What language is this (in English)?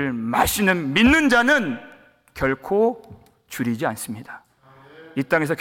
Korean